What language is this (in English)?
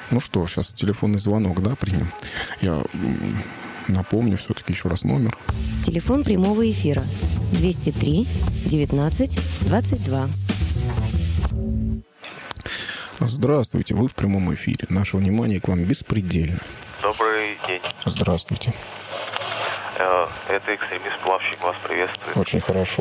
Russian